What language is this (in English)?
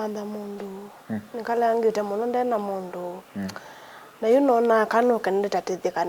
Kamba